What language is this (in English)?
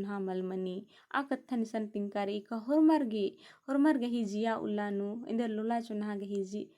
Kurukh